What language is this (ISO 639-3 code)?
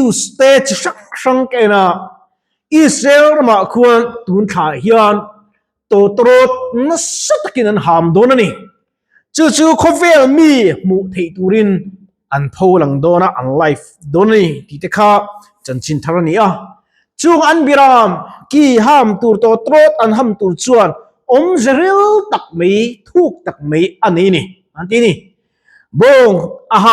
lus